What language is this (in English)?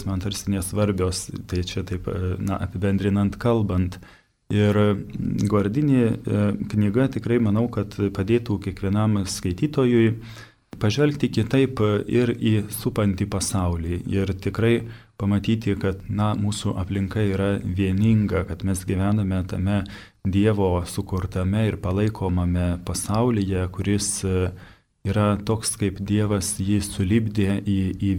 Lithuanian